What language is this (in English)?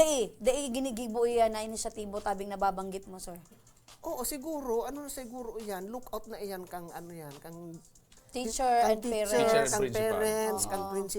Bikol